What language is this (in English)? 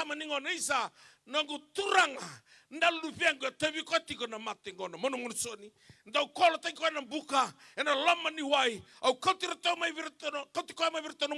Fijian